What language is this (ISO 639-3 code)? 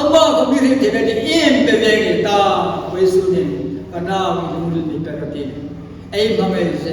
hmr